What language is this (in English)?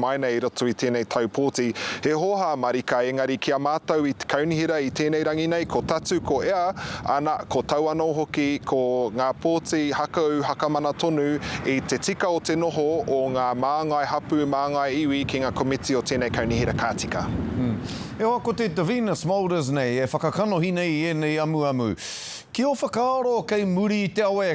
Māori